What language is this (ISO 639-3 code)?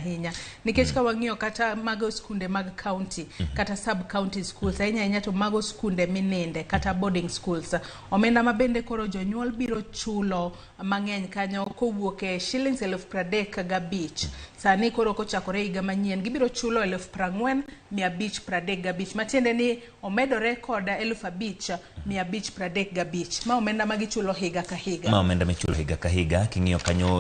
luo